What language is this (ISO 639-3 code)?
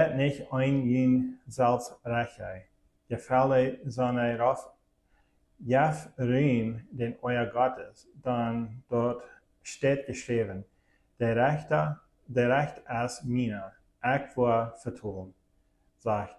pdt